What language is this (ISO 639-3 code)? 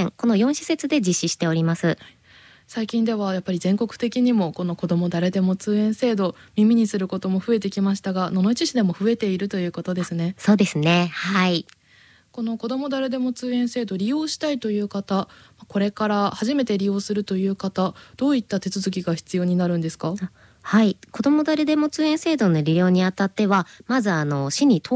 jpn